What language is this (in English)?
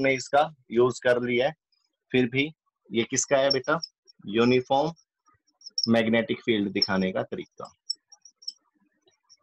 Hindi